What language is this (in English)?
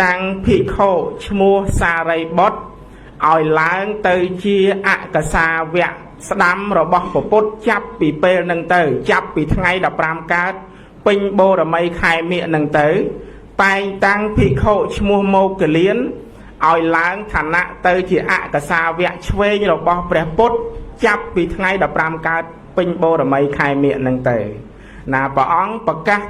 Khmer